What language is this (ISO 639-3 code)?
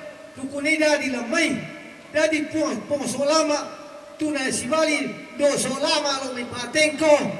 sda